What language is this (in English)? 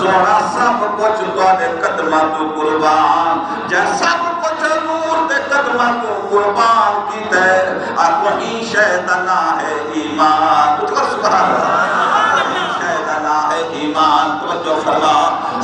Saraiki